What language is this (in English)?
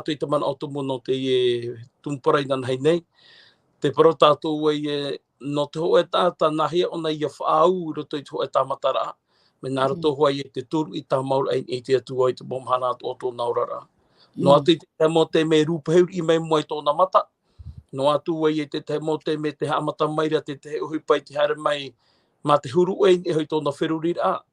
Tahitian